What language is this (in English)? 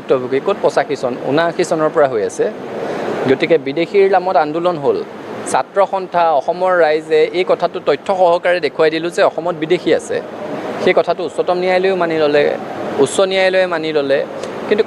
Assamese